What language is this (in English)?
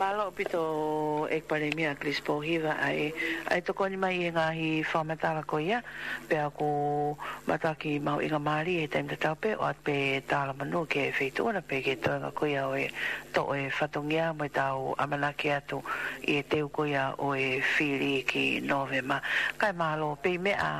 Tongan